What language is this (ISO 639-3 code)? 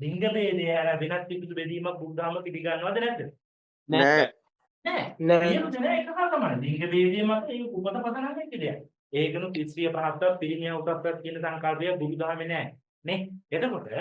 sin